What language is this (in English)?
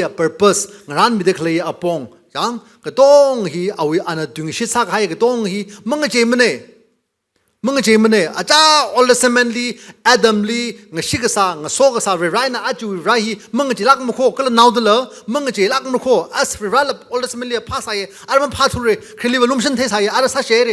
Tangkhul Naga (India)